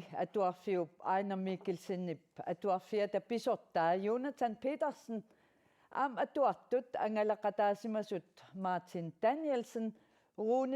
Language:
Kalaallisut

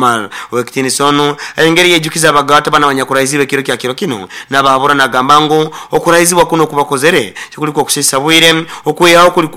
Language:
Nyoro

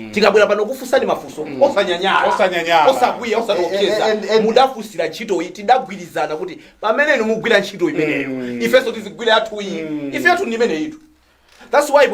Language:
Nyanja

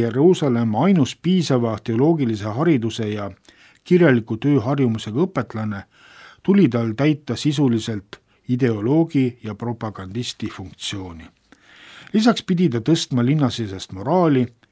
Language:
Estonian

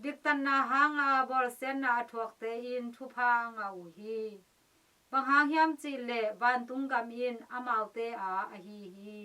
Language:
Tedim Chin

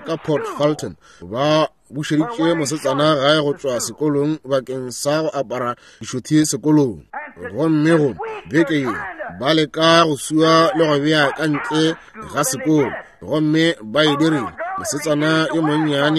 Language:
Northern Sotho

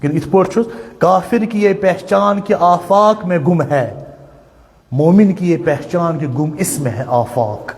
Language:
Kashmiri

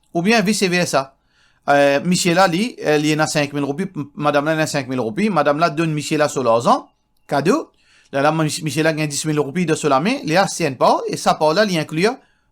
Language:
Morisyen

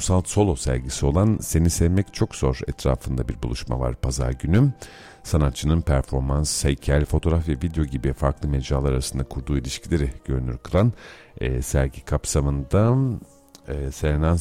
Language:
Turkish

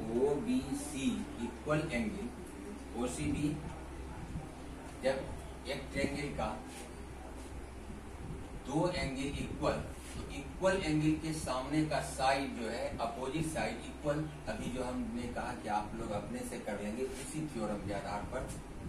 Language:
Hindi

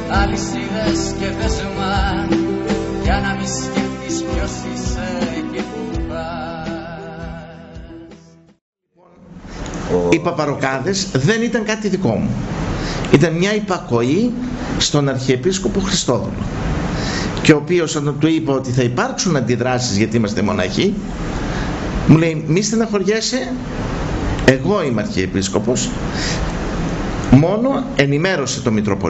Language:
Greek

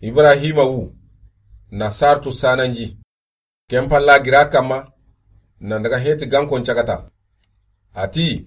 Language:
Soninke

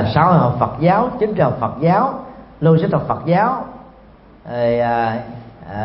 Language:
Vietnamese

